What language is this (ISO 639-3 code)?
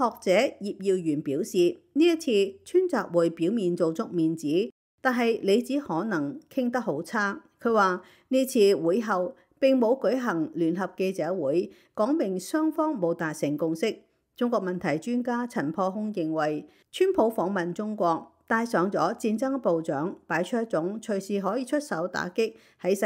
yue